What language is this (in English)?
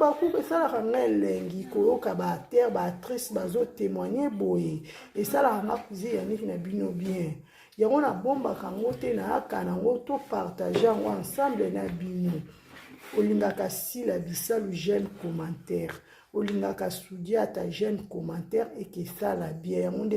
Lingala